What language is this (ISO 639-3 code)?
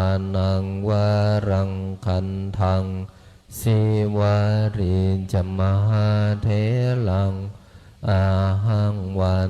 pli